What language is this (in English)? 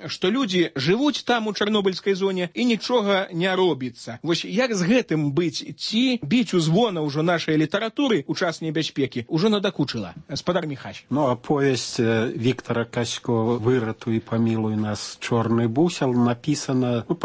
Belarusian